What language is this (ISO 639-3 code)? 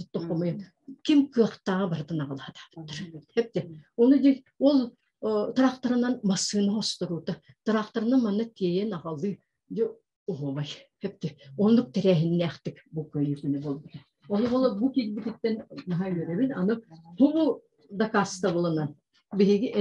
sah